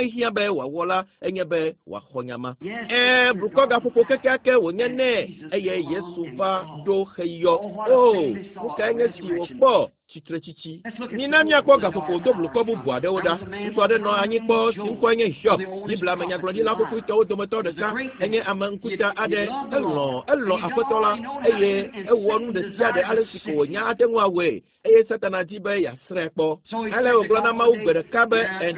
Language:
Ewe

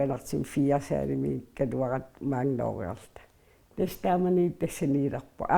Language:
Kalaallisut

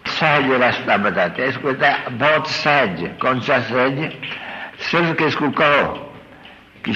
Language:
Hindi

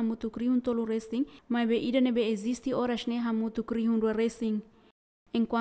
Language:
Tetum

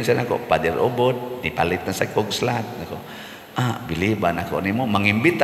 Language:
Cebuano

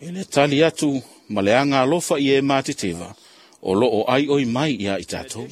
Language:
Samoan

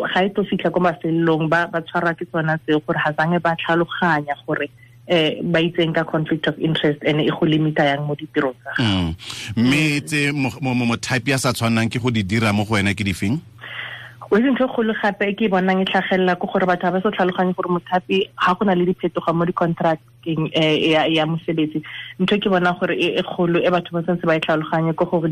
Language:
Tswana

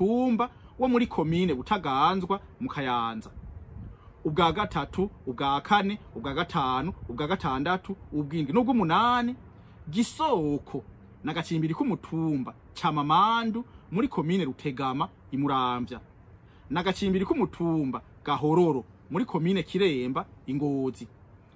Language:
Rundi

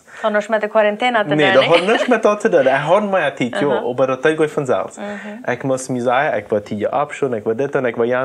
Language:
Plautdietsch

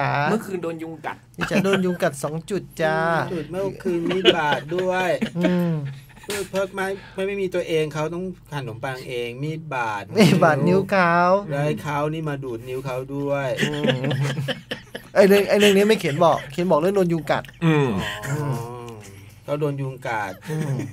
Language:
Thai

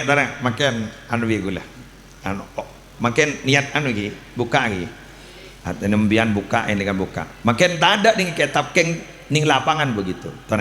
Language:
Madurese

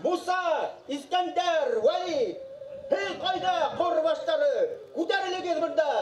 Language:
Bashkir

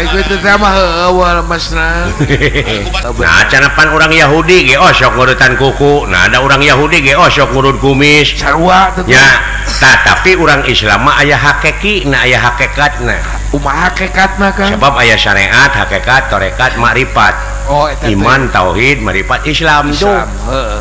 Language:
Sundanese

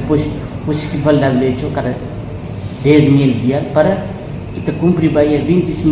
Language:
Tetum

